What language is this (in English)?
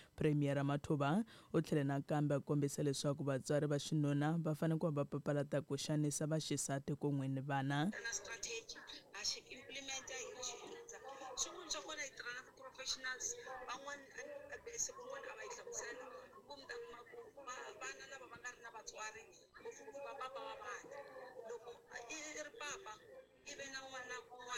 Tsonga